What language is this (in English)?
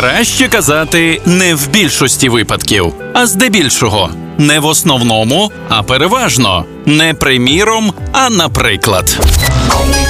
Ukrainian